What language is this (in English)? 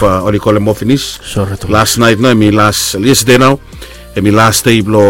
Bislama